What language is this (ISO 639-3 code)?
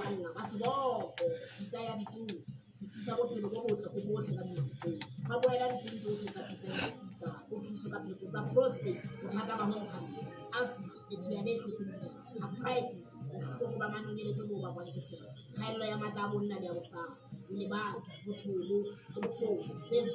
sot